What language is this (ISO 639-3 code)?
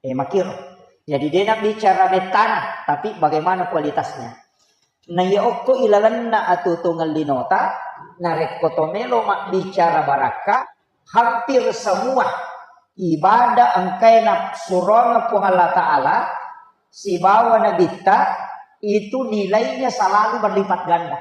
bug